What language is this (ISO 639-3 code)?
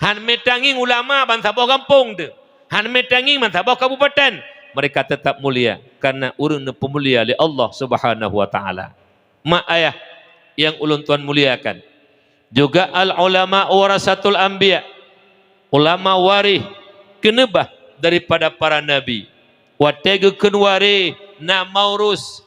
ace